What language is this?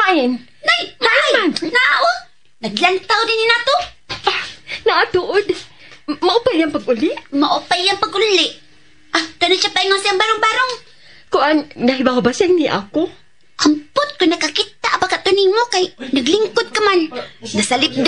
Cebuano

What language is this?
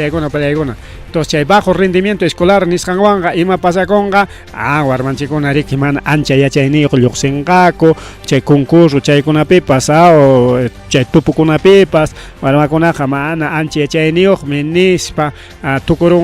Ayacucho Quechua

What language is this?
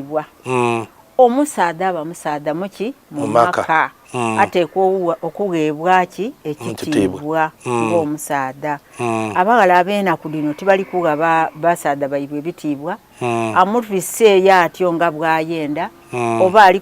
Soga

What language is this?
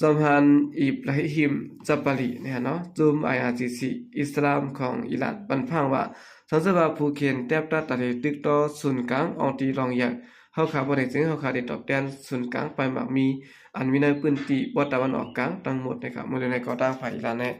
Shan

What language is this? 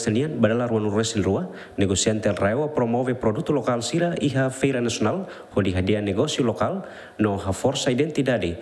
Tetum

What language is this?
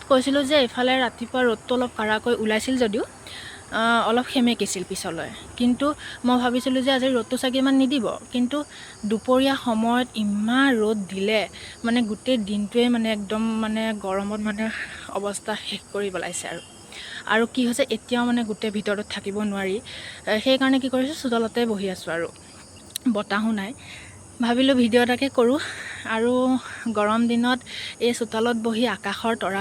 Assamese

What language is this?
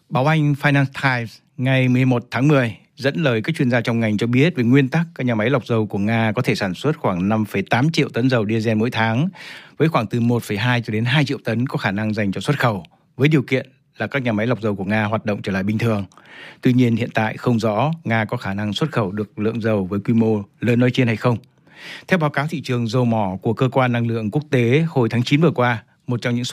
Vietnamese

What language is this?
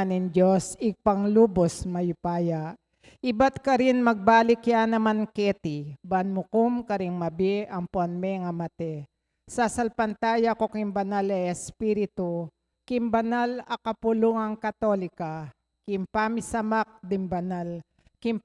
Pampanga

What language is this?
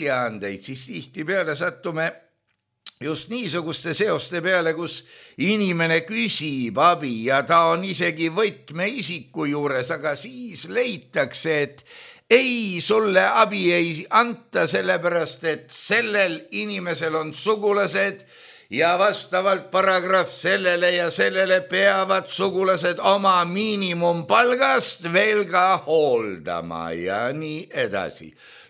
Estonian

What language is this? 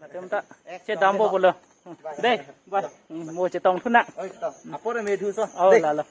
Karbi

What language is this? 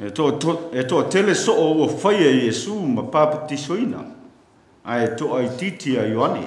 Samoan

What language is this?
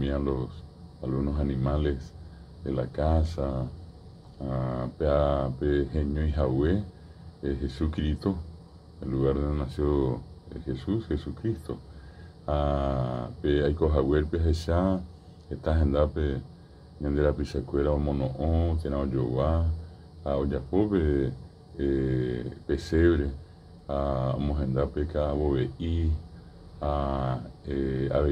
Guarani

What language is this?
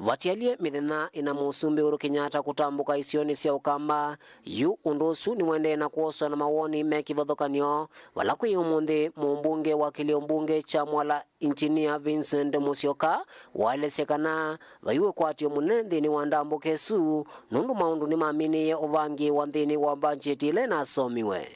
Kamba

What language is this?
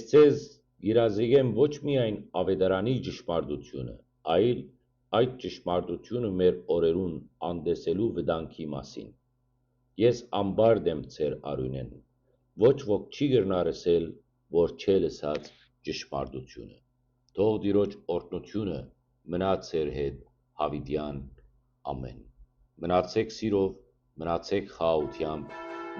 Western Armenian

